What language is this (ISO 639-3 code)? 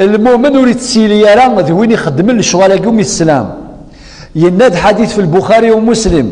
kab